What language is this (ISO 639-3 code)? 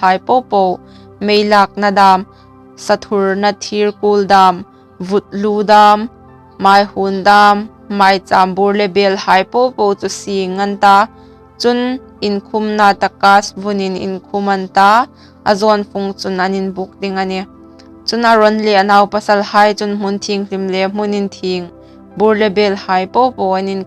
hmr